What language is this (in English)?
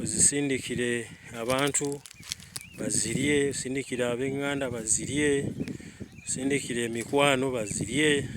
Ganda